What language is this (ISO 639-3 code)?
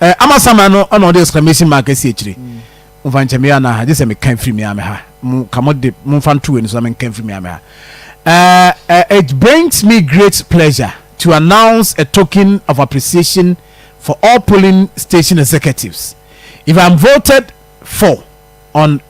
aka